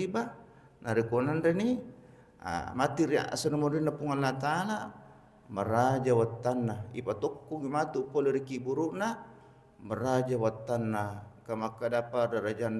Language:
Buginese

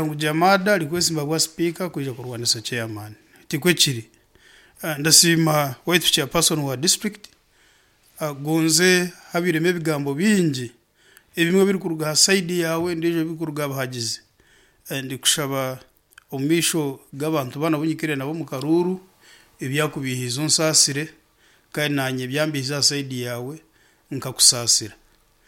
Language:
Nyankole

